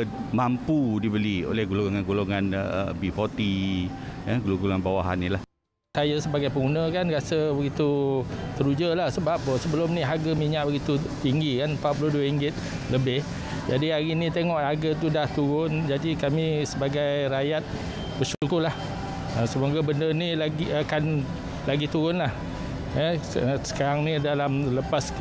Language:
Malay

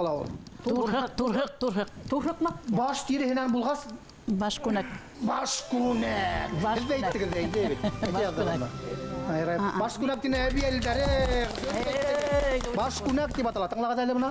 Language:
Bashkir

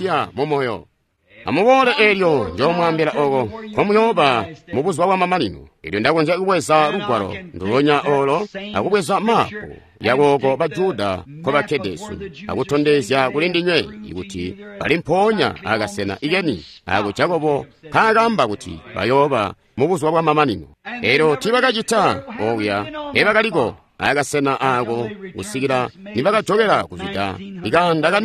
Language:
Tonga (Zambia)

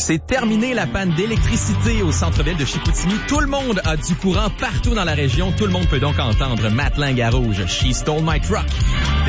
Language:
French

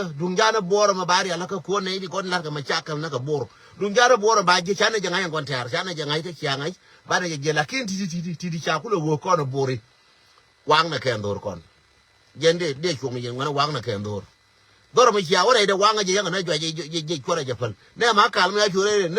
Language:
Nuer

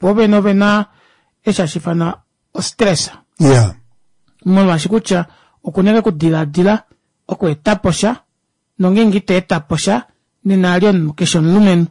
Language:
Kuanyama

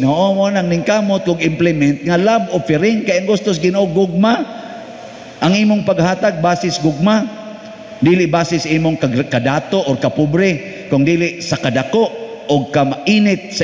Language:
Cebuano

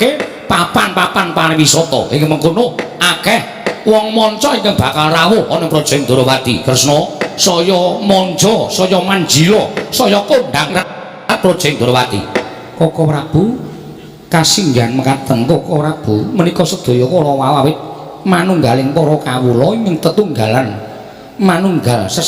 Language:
Javanese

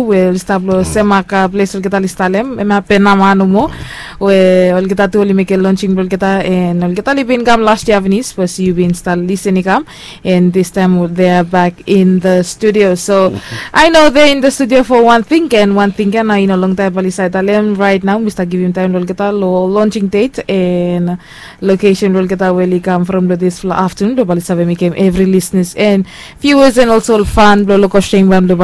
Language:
Bislama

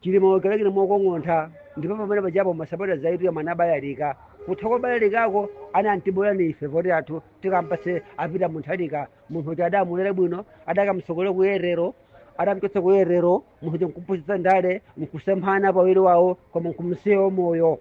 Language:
Nyanja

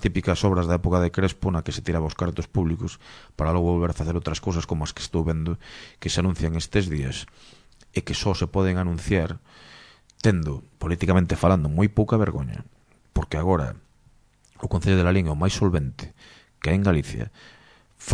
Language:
Galician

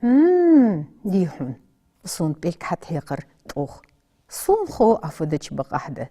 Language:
Ingush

